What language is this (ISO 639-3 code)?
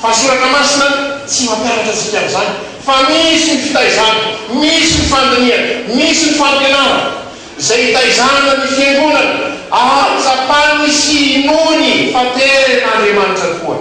mlg